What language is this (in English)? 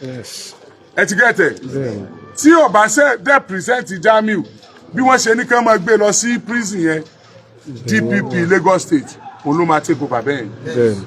Yoruba